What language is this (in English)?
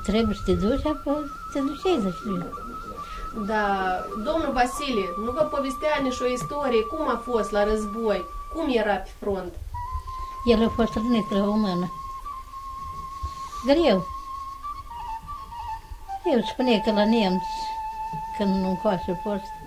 Romanian